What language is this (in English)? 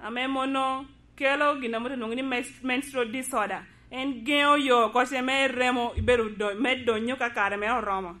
Lango (Uganda)